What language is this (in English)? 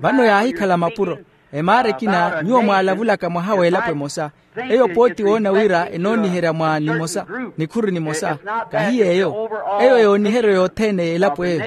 Makhuwa